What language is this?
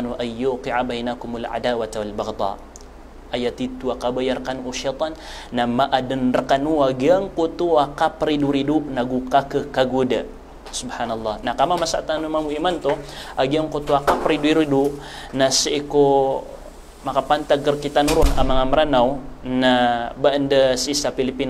Maranao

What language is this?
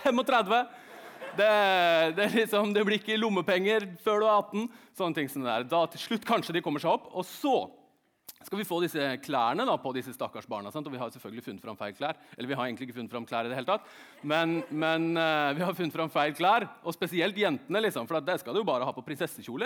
Norwegian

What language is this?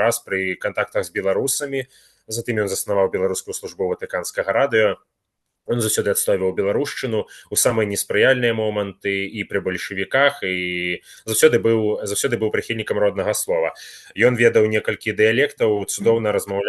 Belarusian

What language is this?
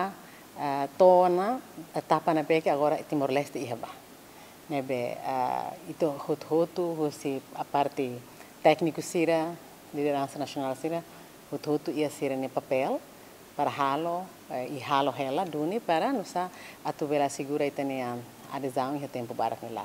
Tetum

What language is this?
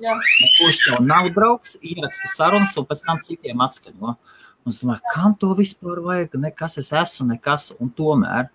Latvian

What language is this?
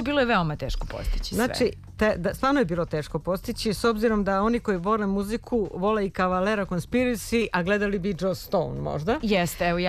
Serbian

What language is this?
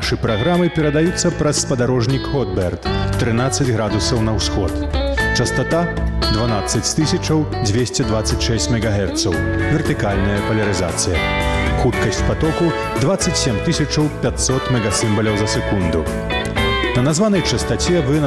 Belarusian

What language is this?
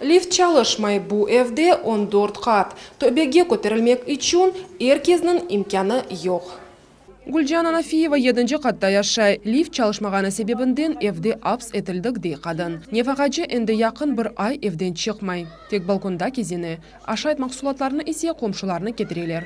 Crimean Tatar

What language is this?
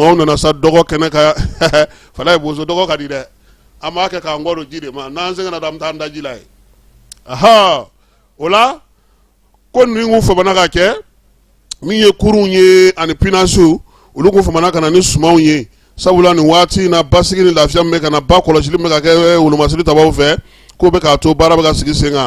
Bambara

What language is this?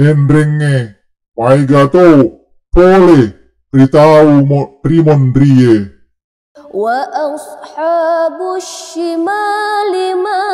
Buginese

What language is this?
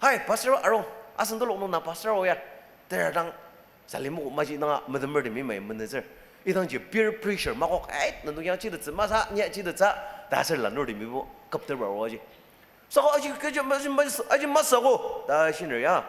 Ao Naga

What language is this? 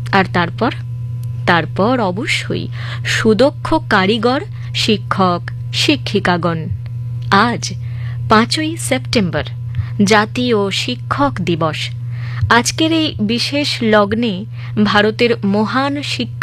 Bangla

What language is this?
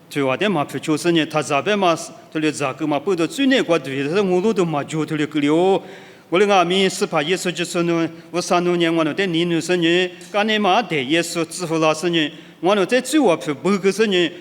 Lisu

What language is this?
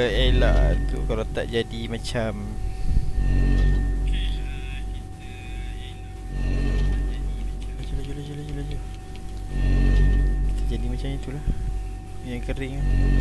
Malay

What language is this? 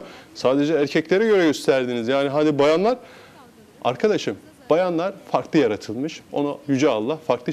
Turkish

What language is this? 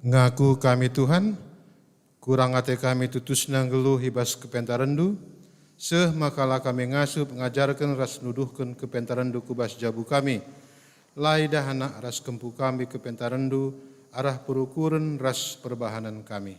Batak Karo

